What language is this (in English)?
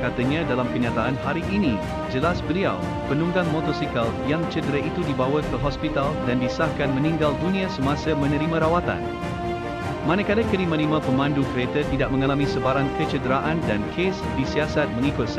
Malay